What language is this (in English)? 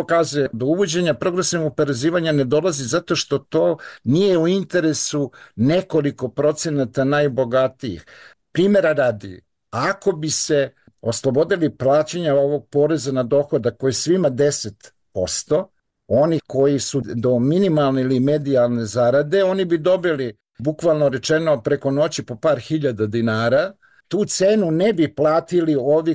Serbian